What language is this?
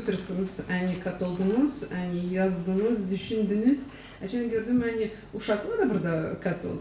Gagauz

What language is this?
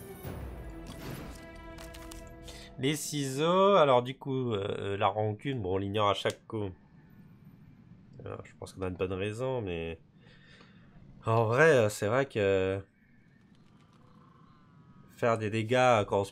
French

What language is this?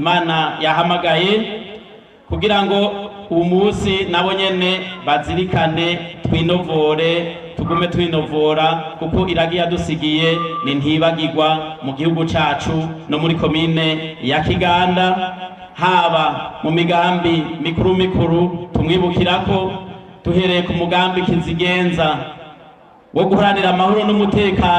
Rundi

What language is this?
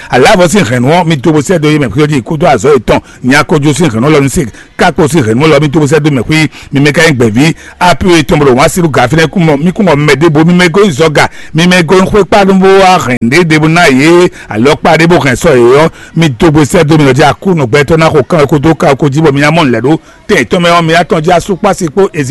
Fon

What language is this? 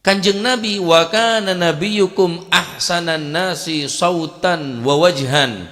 Madurese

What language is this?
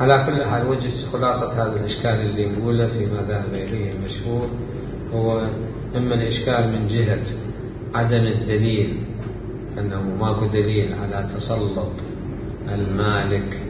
Mesopotamian Arabic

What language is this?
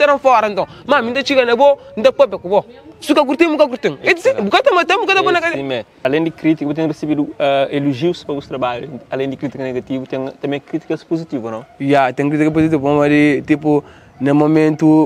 Kabuverdianu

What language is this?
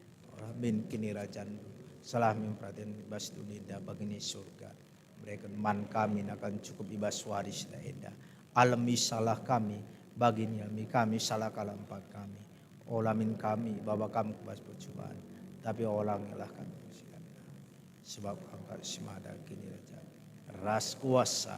Batak Karo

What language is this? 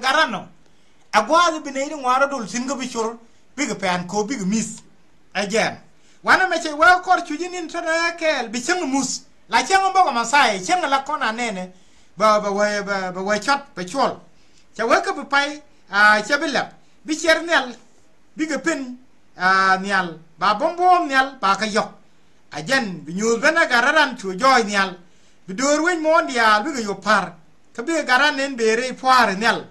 Nuer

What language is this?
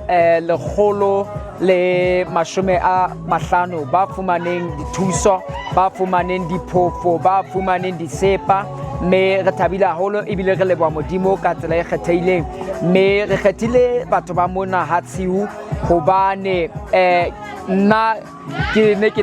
Southern Sotho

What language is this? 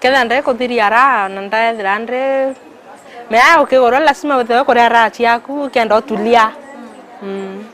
Meru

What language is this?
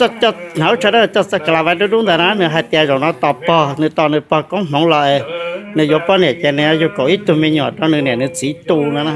Hmong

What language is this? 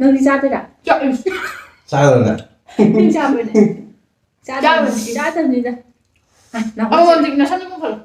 Manipuri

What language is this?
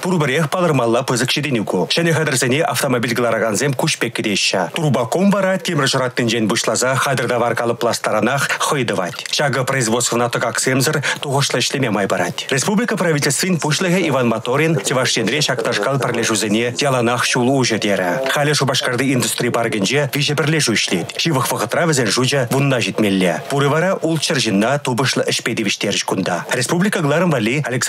Chuvash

